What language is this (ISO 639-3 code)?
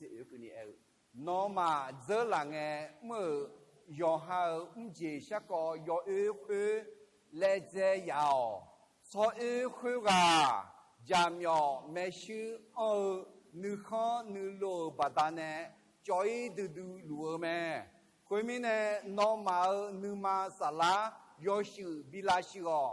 ahk